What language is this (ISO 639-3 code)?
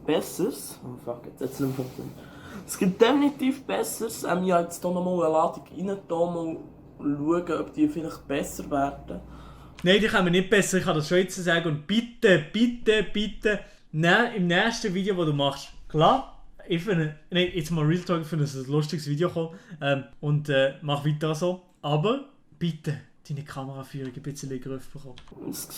gsw